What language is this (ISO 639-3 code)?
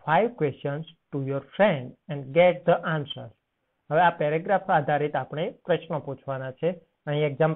guj